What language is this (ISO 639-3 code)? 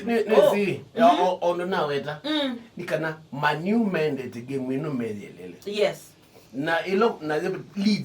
kam